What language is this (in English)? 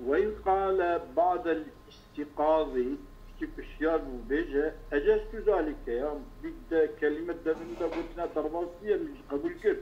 Kurdish